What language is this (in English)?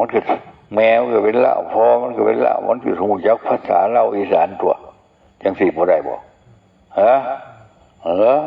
Northeastern Thai